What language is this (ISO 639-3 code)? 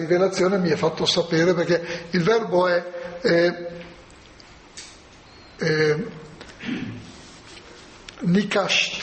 ita